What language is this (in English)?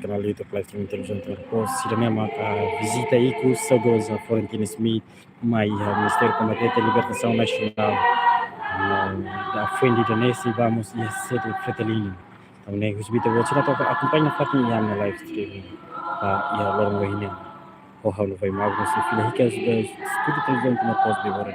Tetum